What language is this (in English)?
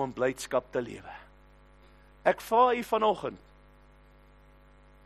Afrikaans